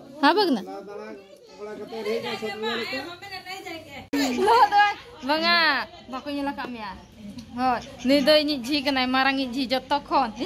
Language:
Santali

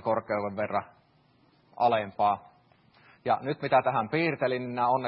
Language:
Finnish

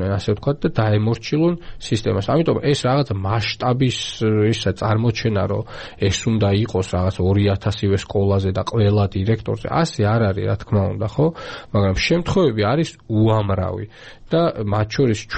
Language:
Georgian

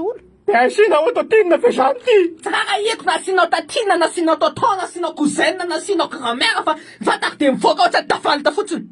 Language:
Malagasy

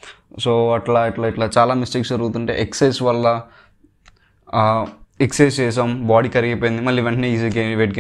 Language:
Telugu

